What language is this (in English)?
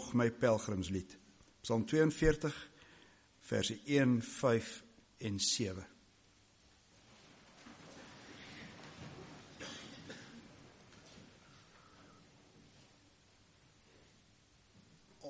Afrikaans